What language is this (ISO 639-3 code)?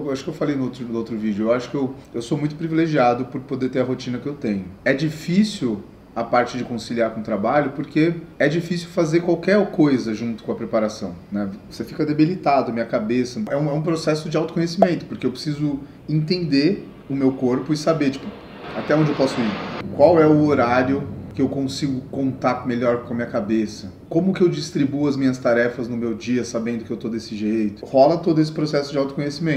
por